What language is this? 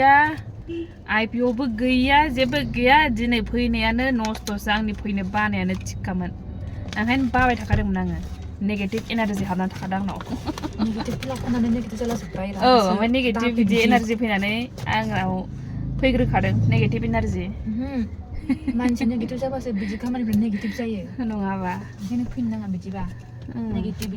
Bodo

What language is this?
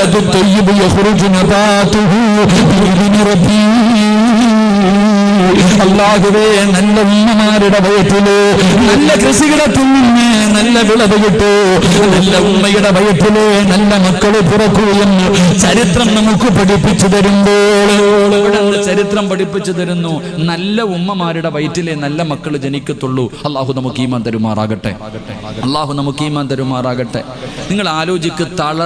Malayalam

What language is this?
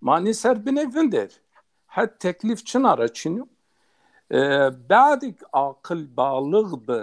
Zaza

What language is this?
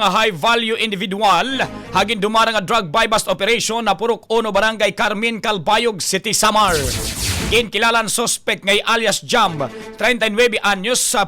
Waray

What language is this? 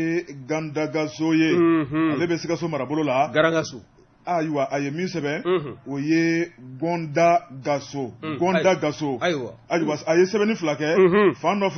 Bambara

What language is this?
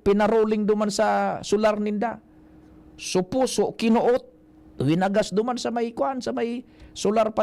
Bikol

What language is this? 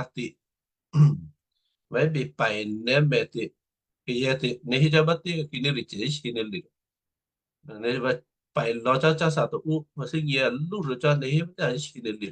Western Kayah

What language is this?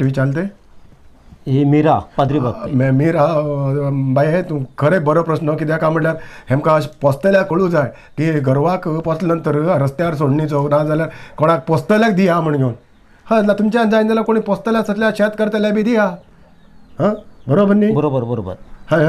Konkani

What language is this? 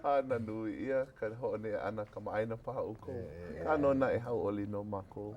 Hawaiian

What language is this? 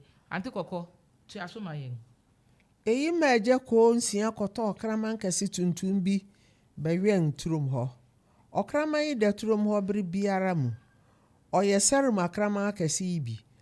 Akan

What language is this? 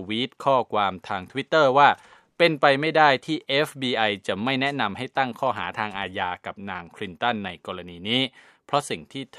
Thai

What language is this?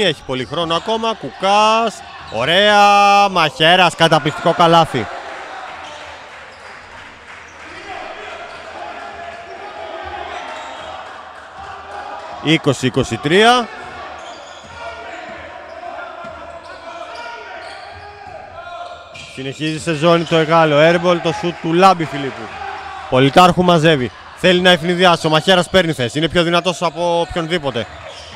Greek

